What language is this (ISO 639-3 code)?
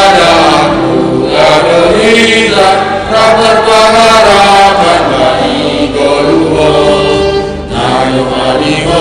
bts